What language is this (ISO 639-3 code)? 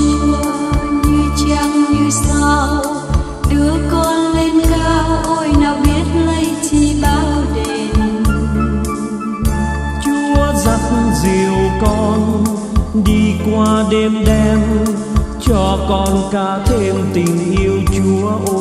vie